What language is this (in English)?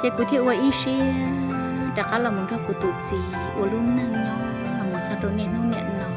Hmong